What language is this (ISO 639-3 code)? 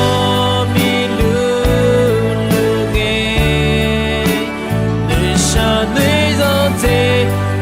ahk